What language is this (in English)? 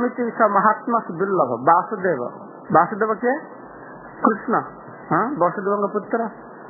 Odia